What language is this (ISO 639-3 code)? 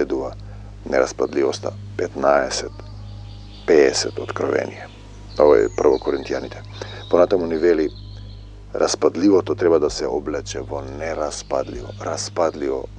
mkd